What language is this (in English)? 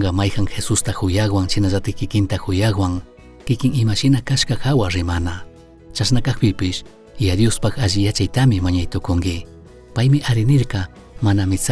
Chimborazo Highland Quichua